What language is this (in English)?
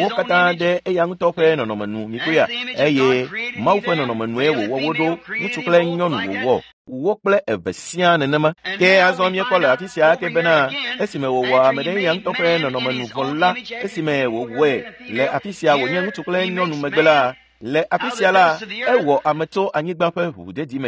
Ewe